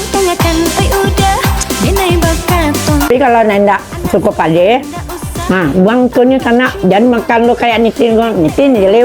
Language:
Minangkabau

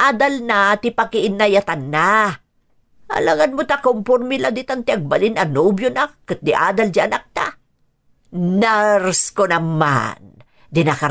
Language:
Iloko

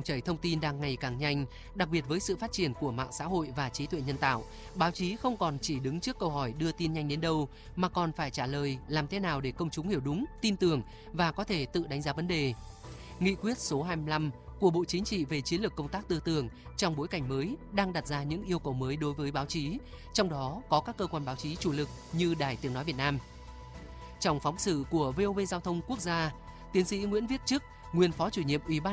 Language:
Vietnamese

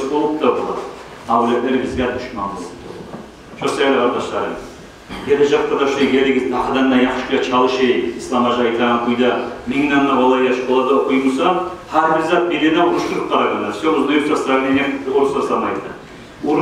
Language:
Kumyk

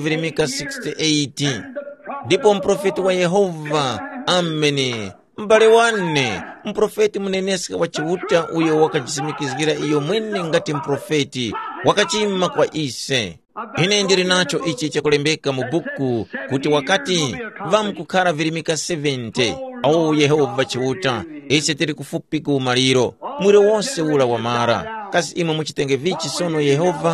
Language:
Tumbuka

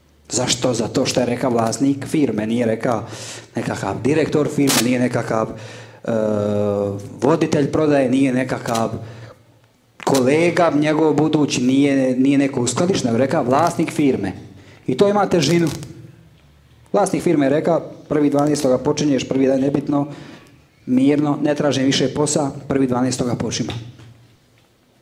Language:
Croatian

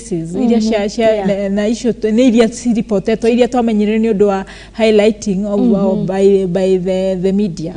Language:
Kikuyu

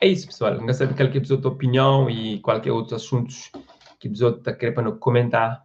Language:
Kabuverdianu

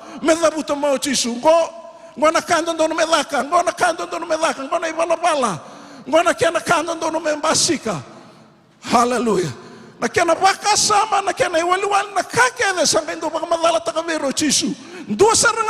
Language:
Fijian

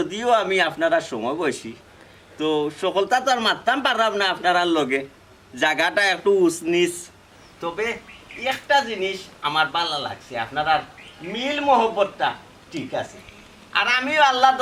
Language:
Sylheti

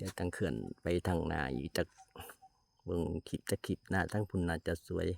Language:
Lao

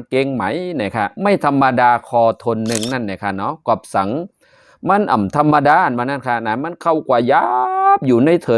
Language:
Shan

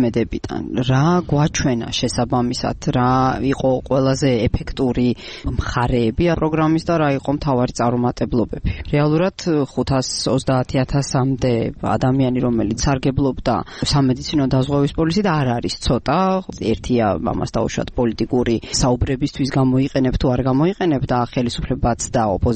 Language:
Georgian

